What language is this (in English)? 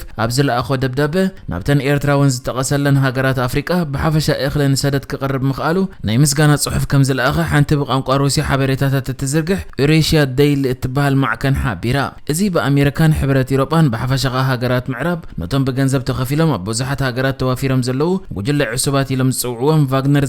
Tigrinya